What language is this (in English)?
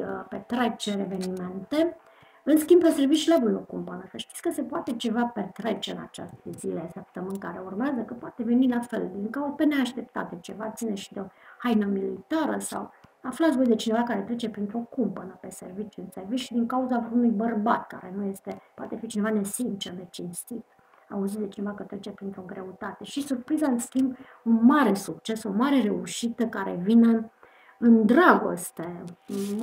Romanian